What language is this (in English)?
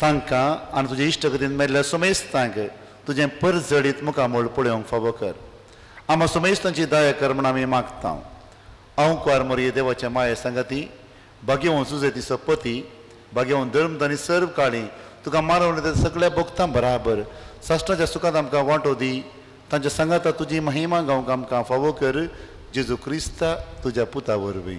Konkani